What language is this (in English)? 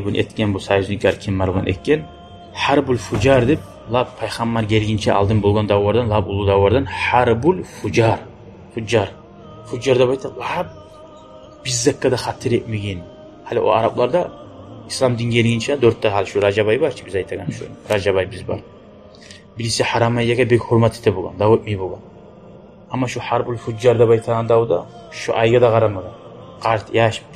Kumyk